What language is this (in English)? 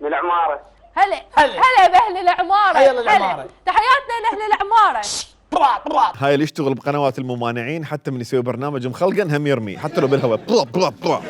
Mesopotamian Arabic